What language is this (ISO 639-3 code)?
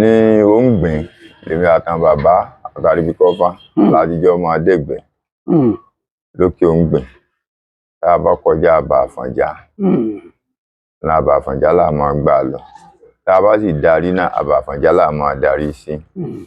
yor